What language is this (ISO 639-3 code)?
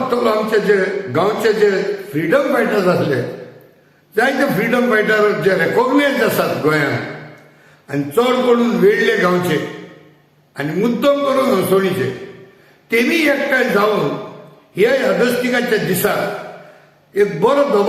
kok